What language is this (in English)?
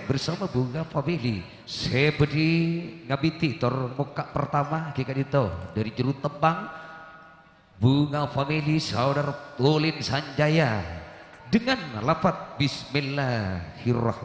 Madurese